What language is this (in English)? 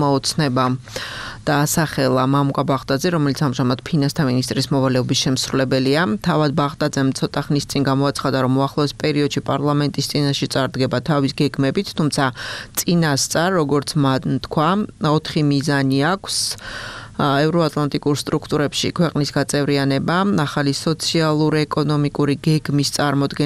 Georgian